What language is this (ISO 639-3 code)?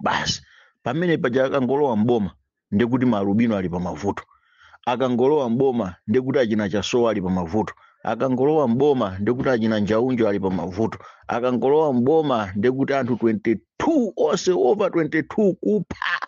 nya